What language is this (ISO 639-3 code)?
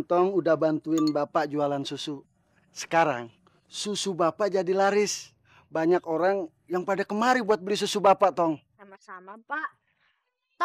bew